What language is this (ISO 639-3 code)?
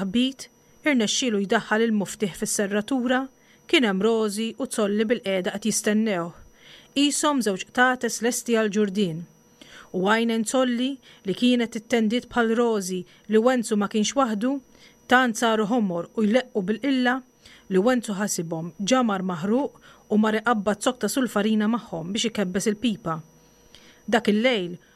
mlt